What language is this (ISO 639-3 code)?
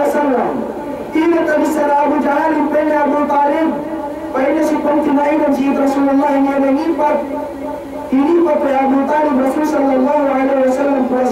yka